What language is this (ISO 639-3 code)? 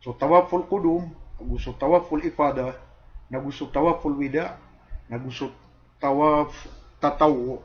mrw